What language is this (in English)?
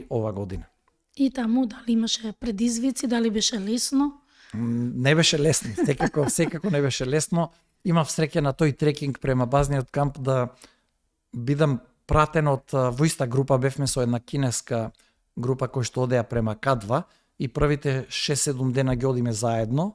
Macedonian